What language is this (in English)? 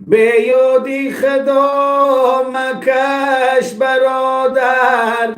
Tajik